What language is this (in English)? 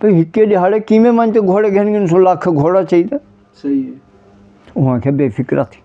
Saraiki